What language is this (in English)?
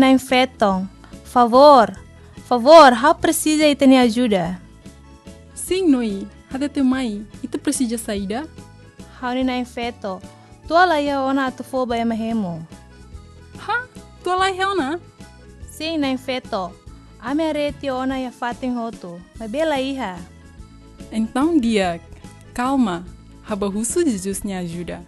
Tetum